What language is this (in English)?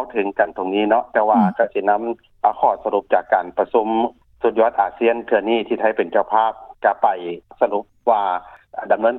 Lao